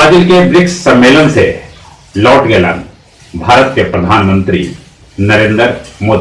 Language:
Magahi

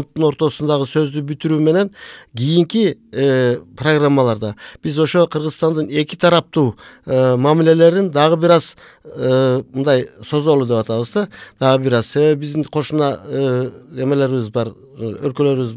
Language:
Kyrgyz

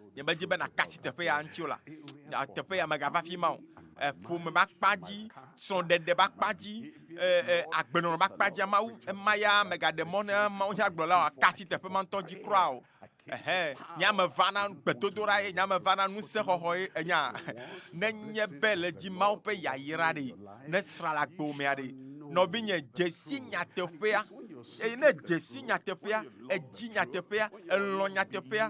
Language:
Ewe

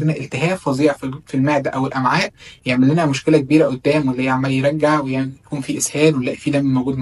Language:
Egyptian Arabic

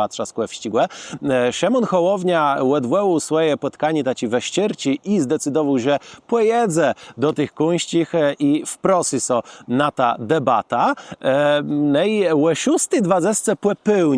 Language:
Kashubian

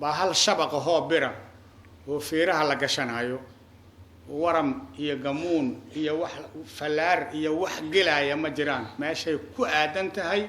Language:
Somali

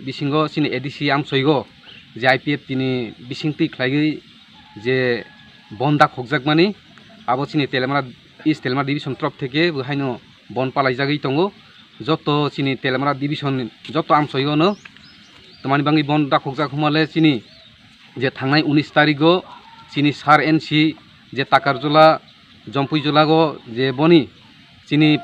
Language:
Kok Borok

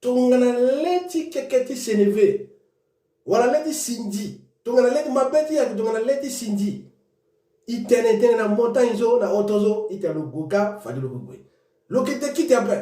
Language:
Sango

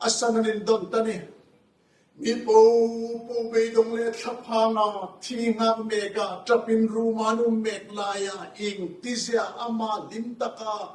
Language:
Hmar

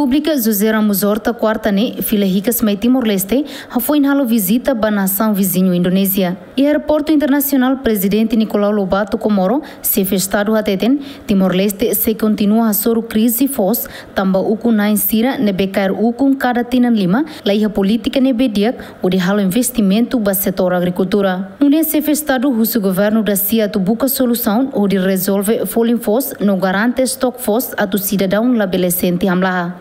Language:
Tetum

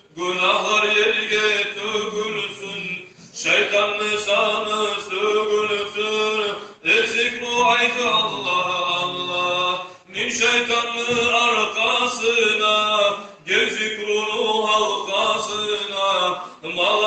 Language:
Kumyk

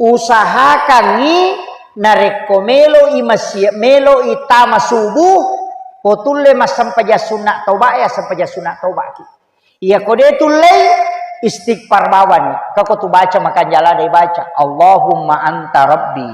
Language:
Buginese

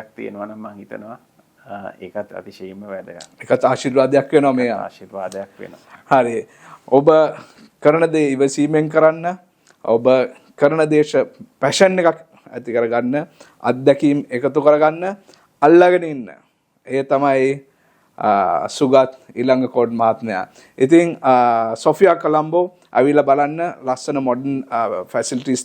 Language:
Sinhala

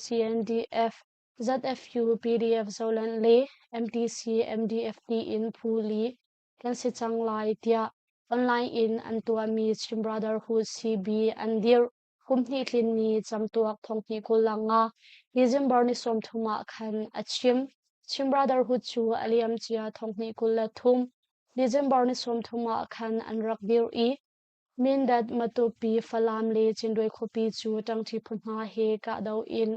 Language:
Hakha Chin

